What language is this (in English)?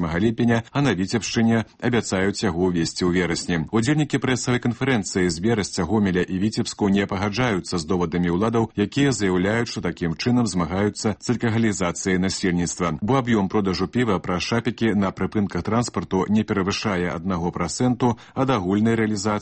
Belarusian